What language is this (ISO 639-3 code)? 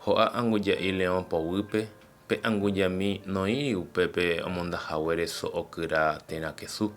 grn